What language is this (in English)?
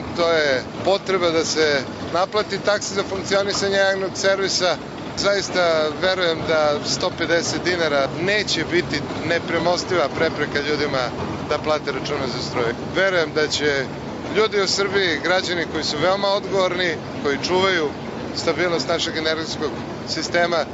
Serbian